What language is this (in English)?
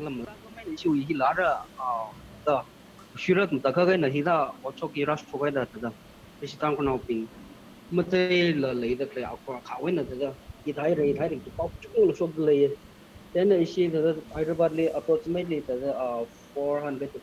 Tangkhul Naga (India)